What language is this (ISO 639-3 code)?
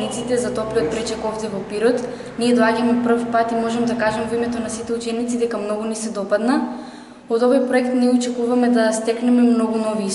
mkd